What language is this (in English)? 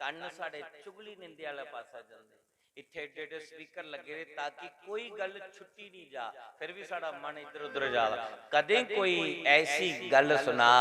Dogri